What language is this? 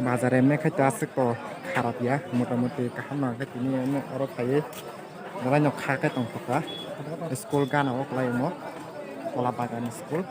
Kok Borok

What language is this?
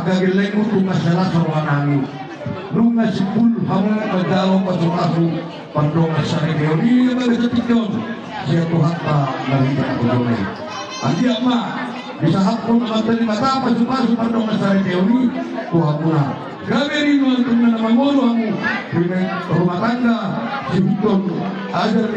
Batak Toba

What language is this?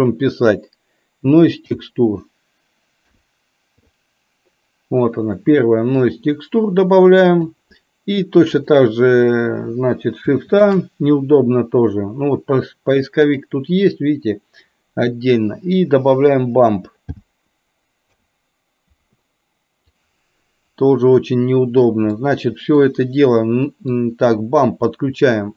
Russian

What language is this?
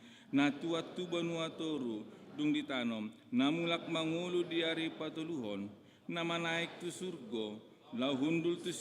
Batak Toba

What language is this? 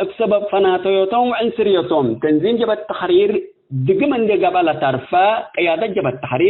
Tigre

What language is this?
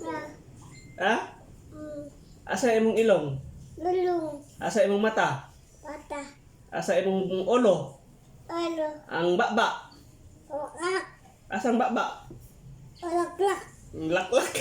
Cebuano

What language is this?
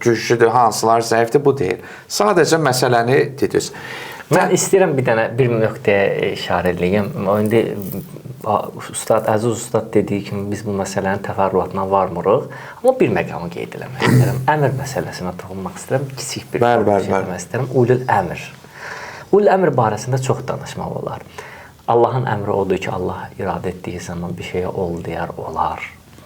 Azerbaijani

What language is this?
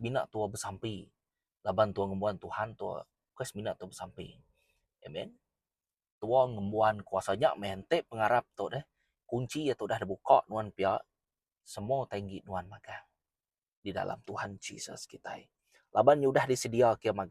Iban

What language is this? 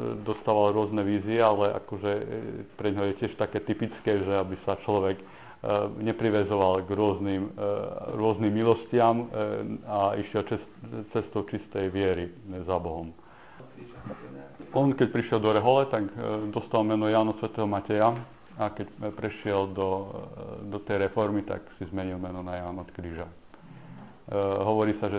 Slovak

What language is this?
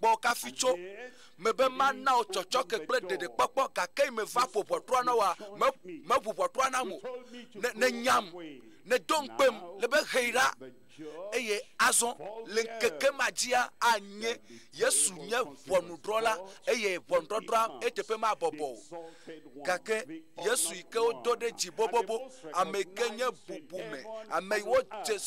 Ewe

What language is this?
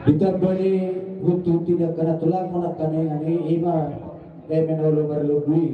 Batak Toba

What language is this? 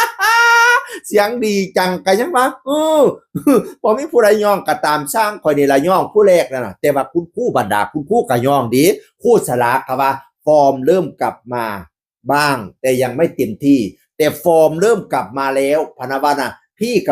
Northeastern Thai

